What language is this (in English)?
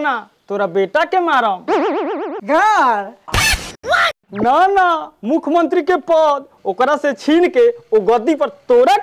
Bhojpuri